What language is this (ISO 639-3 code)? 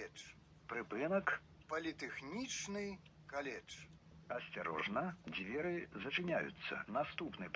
bel